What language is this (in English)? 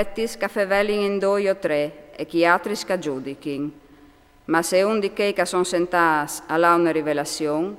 Friulian